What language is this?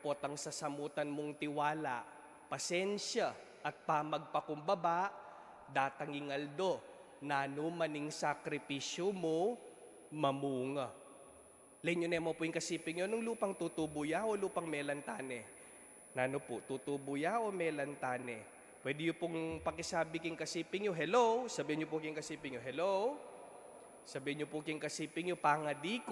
Pampanga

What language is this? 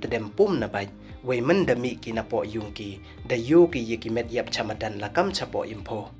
Pnar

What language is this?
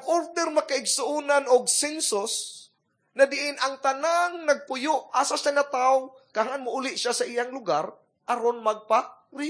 Cebuano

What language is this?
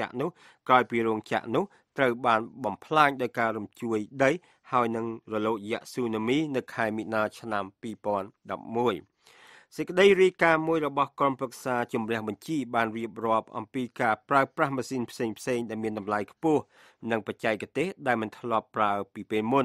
Khmer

